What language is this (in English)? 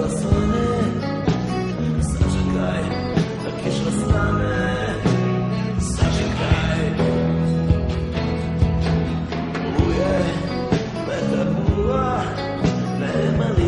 Serbian